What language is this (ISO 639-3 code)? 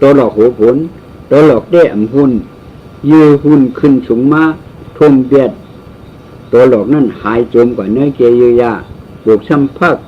shn